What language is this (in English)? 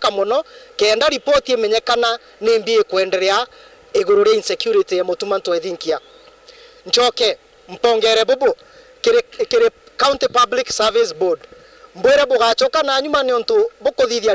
Meru